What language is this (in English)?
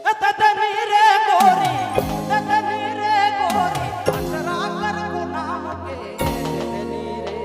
Sadri